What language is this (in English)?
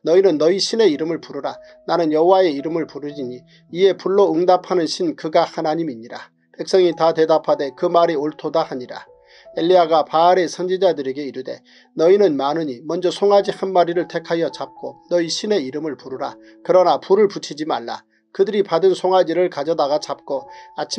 Korean